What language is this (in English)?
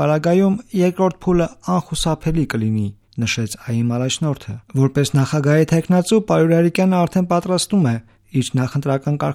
Armenian